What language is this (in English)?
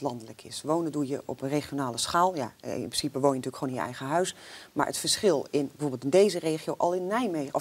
Dutch